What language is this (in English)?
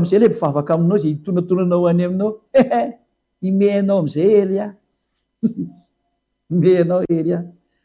Malagasy